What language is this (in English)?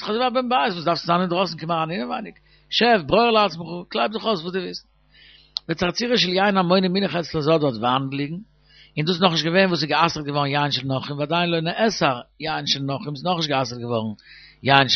Yiddish